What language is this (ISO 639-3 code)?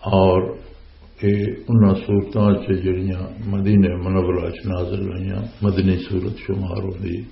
lah